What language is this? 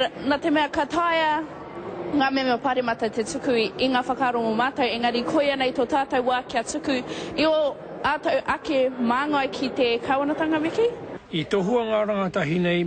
Māori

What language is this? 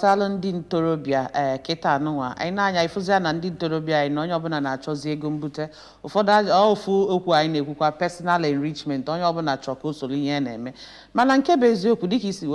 Igbo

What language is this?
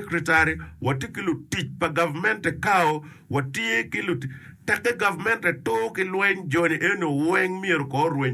Acoli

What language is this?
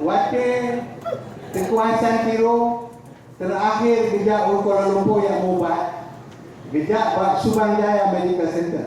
Achinese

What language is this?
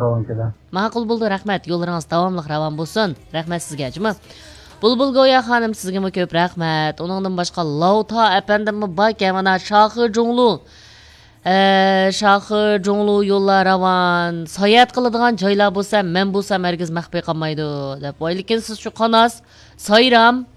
Uyghur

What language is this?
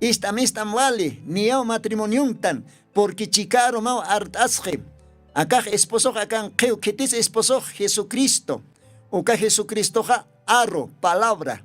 Aymara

